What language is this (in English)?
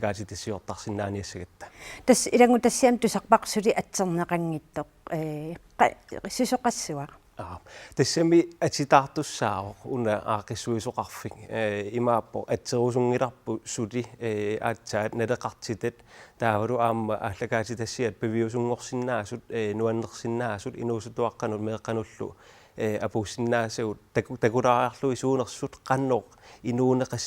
Kalaallisut